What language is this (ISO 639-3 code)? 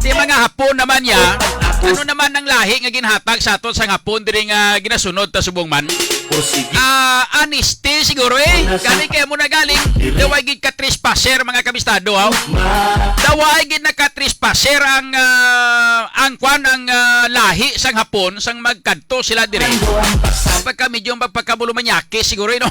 hil